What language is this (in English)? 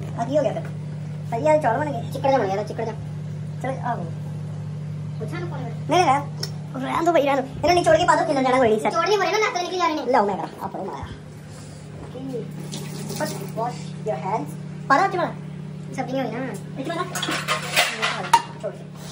Punjabi